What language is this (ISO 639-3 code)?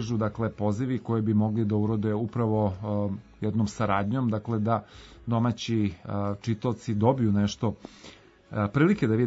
srp